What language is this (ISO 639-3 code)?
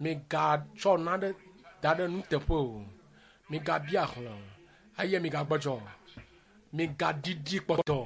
ewe